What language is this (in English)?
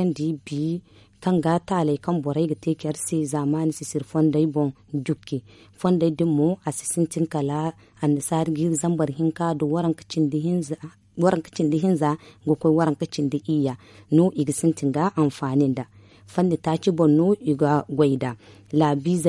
Zarma